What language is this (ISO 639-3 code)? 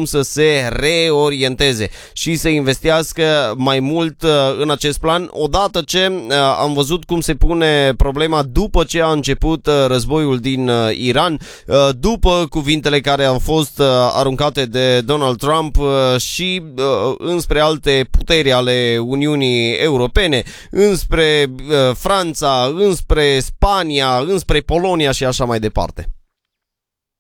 ron